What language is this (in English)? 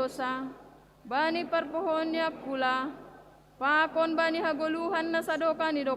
Batak Simalungun